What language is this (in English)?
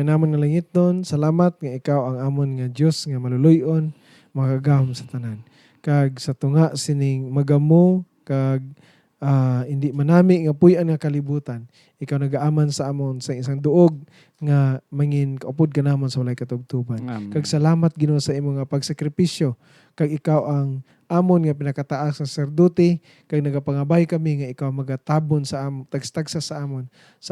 Hiligaynon